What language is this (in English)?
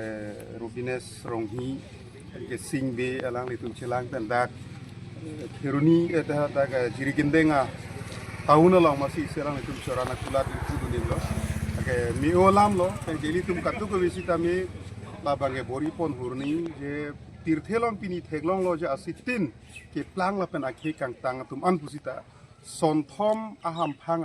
Karbi